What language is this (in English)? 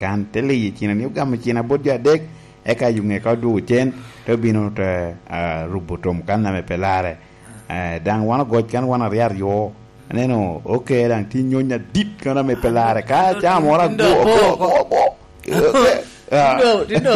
Lango (Uganda)